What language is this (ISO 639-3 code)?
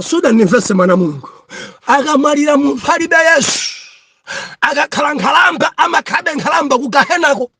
nya